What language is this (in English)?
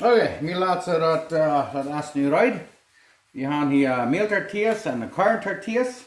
Plautdietsch